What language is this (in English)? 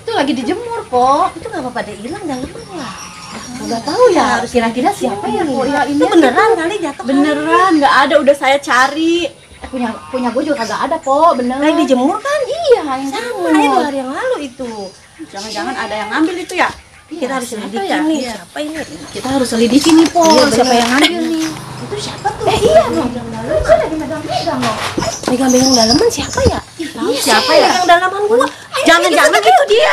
Betawi